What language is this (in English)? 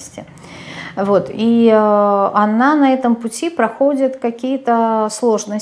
Russian